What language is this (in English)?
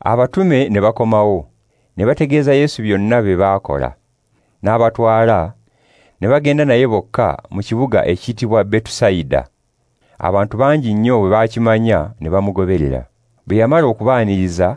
Ganda